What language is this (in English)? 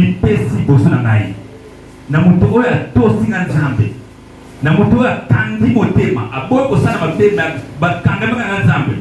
Lingala